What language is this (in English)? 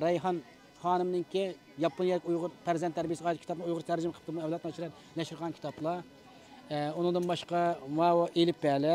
Uyghur